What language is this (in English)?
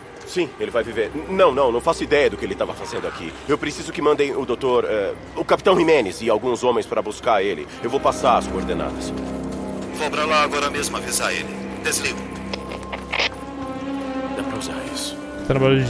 Portuguese